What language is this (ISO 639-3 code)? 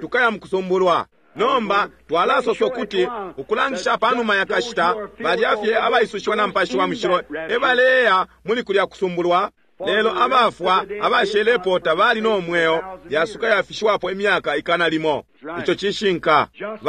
bem